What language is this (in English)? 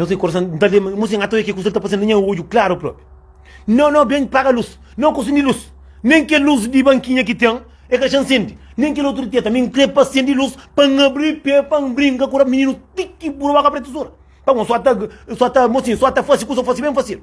Kabuverdianu